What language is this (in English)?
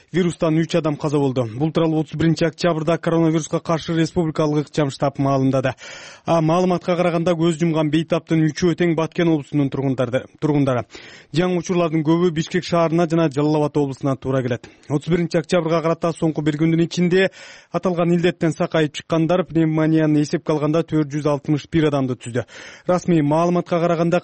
Kyrgyz